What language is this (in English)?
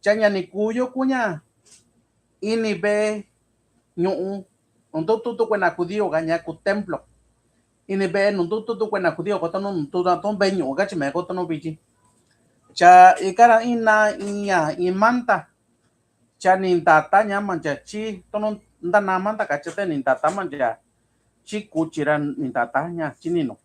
Mixtepec Mixtec